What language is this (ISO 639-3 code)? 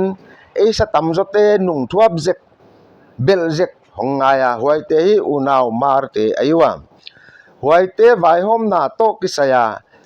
pck